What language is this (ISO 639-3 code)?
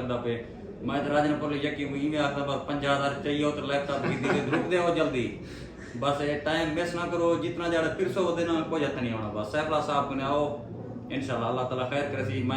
skr